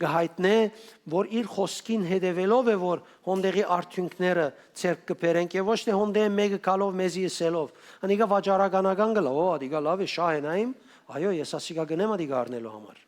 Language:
Western Armenian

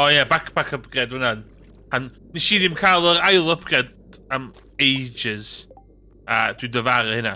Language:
Welsh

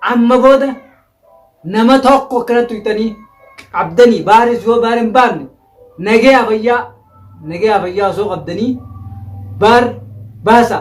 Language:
Oromo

